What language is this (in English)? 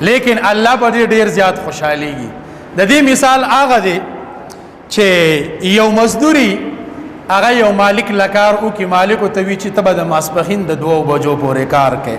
Pashto